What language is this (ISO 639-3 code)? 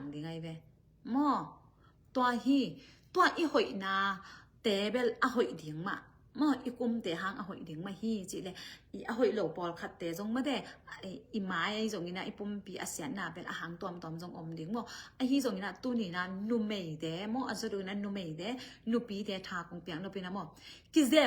ctd